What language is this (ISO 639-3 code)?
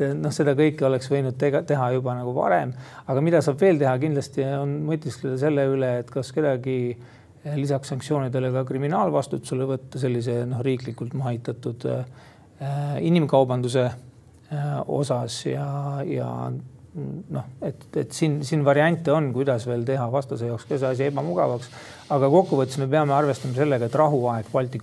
est